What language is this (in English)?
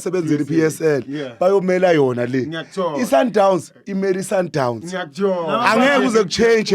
Zulu